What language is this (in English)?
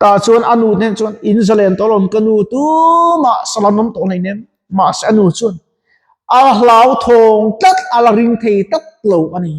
Mizo